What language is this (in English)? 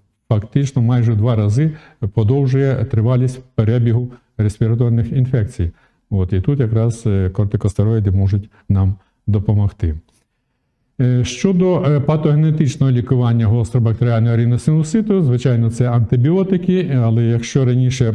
Ukrainian